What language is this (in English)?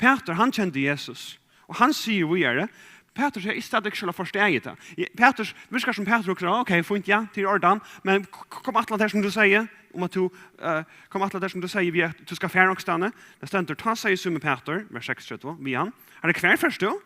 Faroese